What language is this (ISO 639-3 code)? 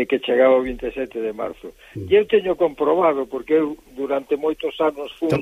glg